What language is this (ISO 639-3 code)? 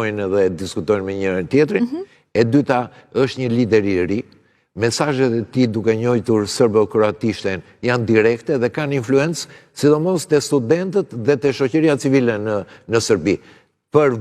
sqi